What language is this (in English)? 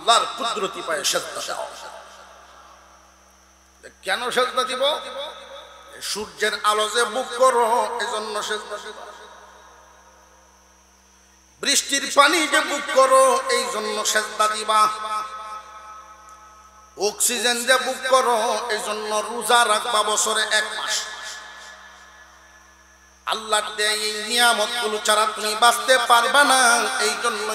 Bangla